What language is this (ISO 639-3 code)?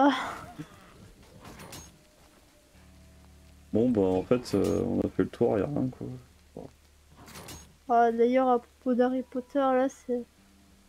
fra